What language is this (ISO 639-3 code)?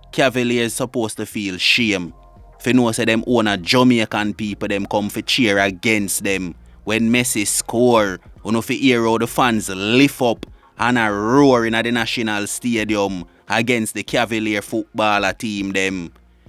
jam